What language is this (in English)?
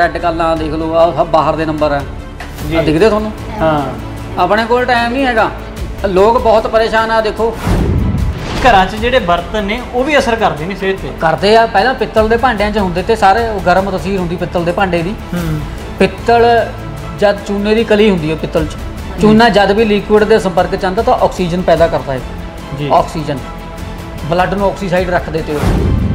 Punjabi